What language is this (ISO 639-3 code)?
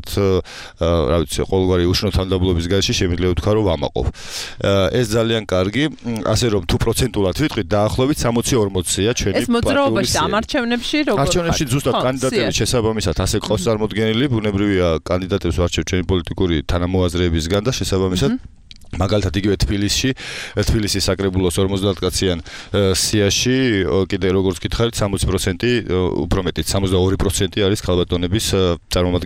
kat